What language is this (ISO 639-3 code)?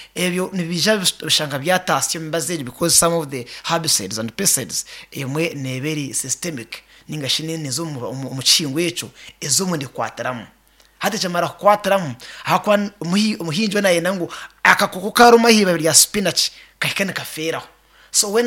nyn